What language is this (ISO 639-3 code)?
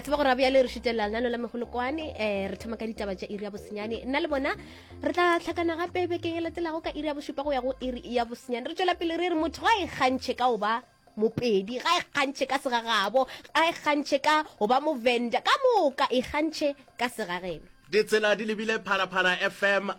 nso